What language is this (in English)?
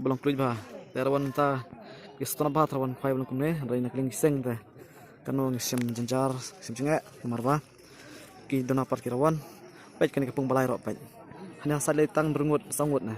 Khasi